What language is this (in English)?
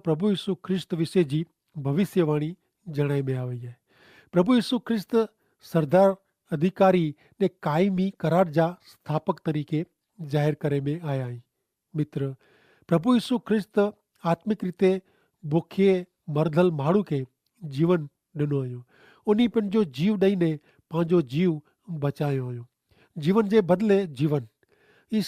Kachhi